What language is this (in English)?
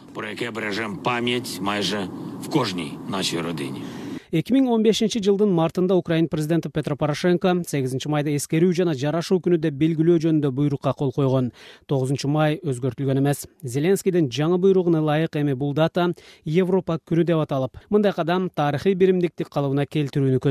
Kyrgyz